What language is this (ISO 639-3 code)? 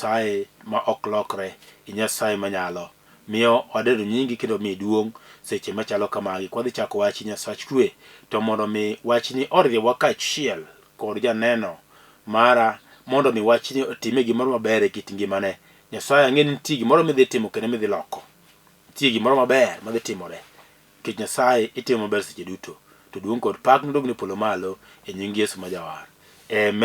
luo